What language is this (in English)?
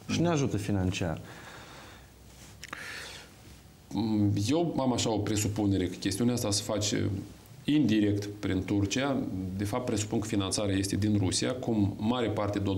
Romanian